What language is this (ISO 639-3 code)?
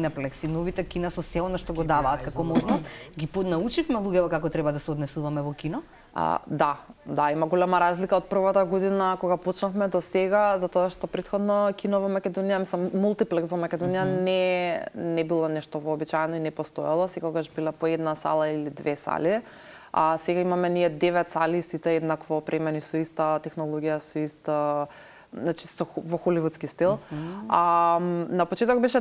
mkd